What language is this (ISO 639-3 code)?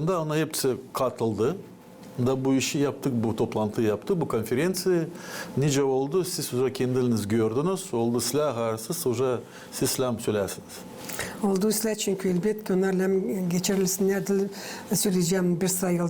gag